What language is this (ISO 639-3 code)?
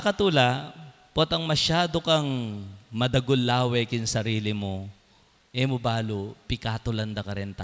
pam